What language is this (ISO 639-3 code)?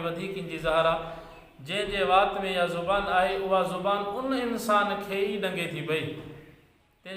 snd